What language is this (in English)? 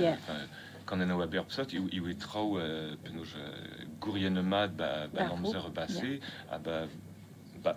Breton